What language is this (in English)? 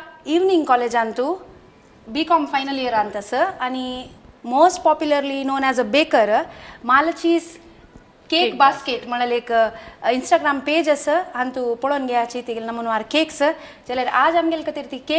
Konkani